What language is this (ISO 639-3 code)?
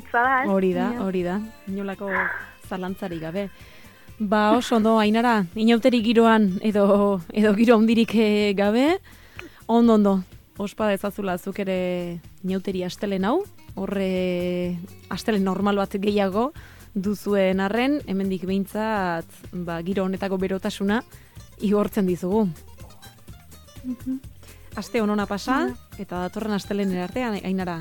eus